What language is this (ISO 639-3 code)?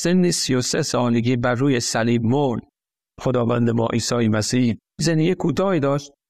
fas